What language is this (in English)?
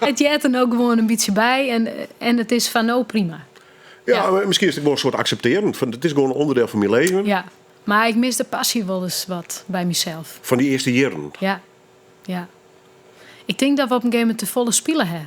Western Frisian